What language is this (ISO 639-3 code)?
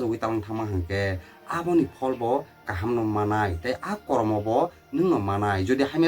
trp